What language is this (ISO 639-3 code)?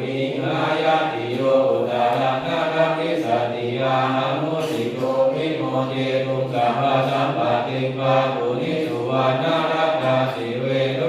pli